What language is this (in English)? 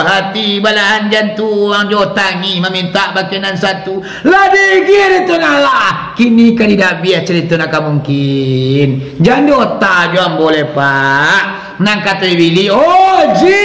Minangkabau